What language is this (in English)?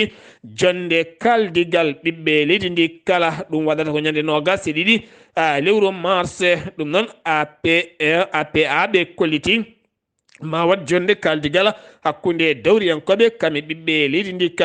Fula